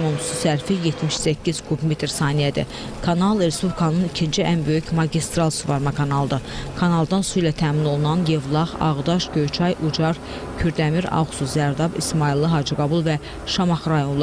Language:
Azerbaijani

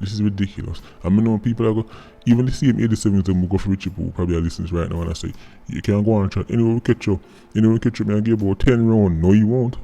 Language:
Jamaican Creole English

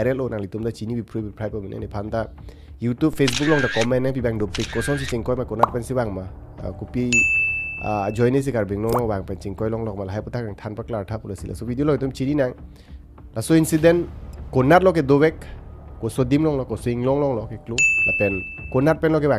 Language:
Karbi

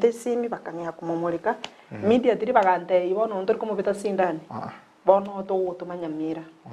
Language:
Gusii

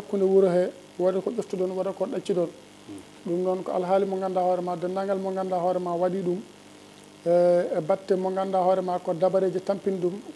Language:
Fula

